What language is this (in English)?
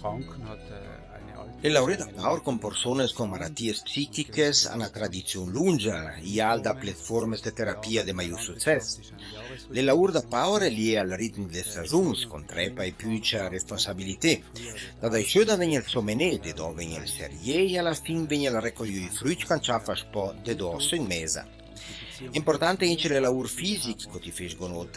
Ladin